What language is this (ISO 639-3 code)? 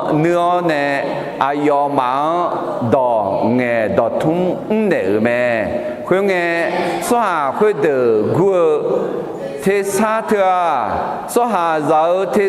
ahk